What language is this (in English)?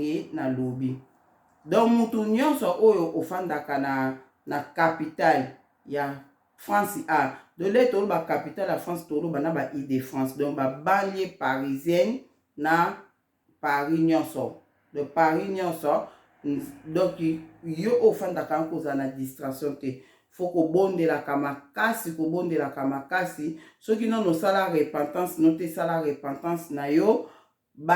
Lingala